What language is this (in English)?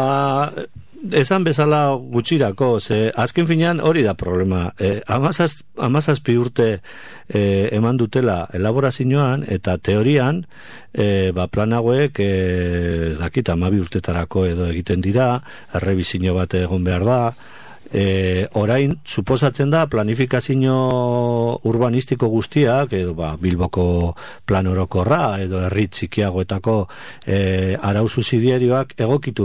Basque